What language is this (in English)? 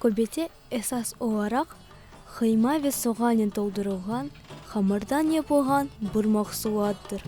Crimean Tatar